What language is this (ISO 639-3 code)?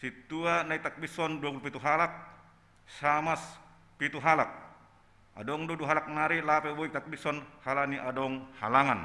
bts